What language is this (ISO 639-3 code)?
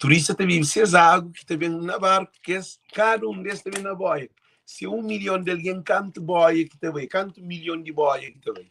kea